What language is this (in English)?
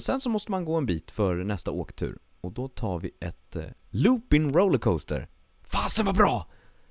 Swedish